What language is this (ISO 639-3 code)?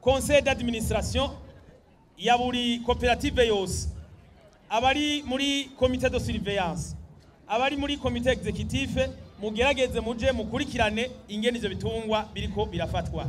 run